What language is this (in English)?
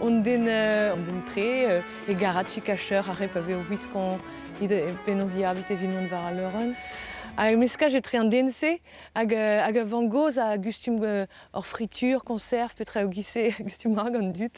Breton